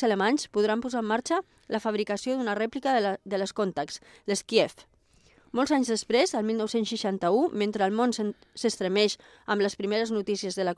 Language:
Catalan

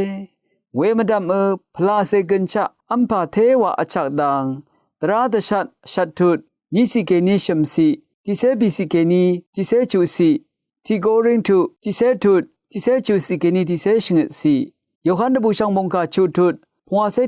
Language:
Rawang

